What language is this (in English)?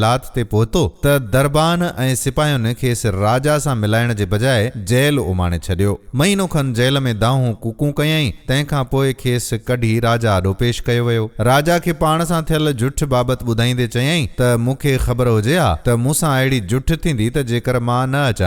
Sindhi